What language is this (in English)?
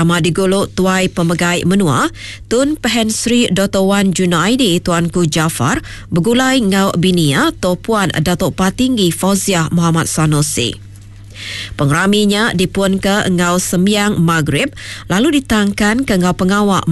Iban